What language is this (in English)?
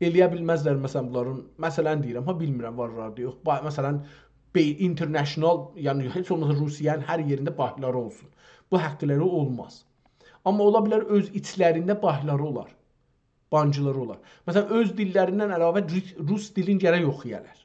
South Azerbaijani